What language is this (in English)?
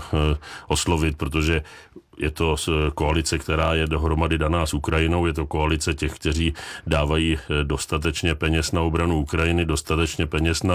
Czech